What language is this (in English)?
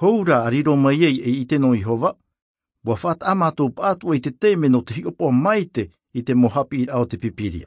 Tahitian